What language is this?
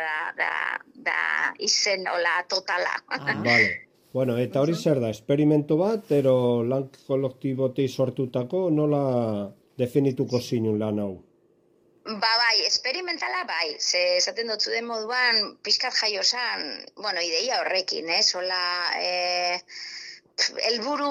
Basque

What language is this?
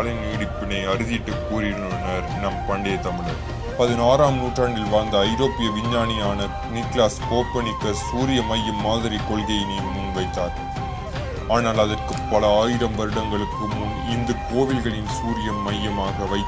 Tamil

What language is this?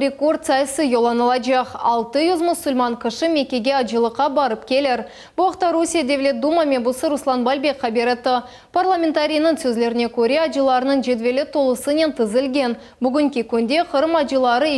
Crimean Tatar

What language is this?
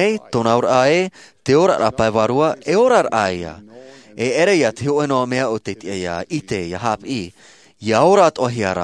Tahitian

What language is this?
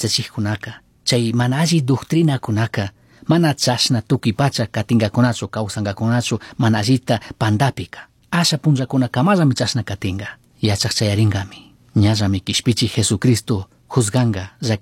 Chimborazo Highland Quichua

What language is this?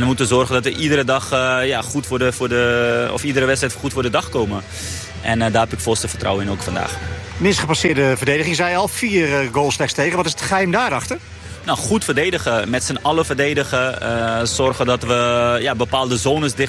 Dutch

